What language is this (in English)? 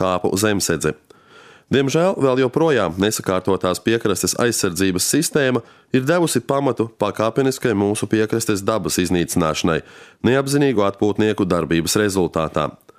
Latvian